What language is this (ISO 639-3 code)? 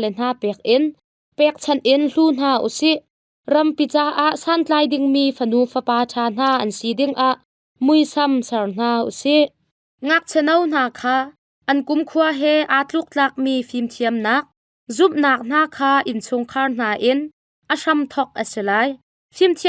cnh